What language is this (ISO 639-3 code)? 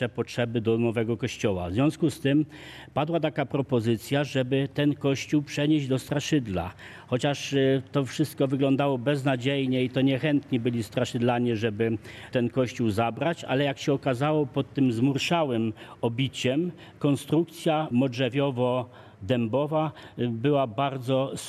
pol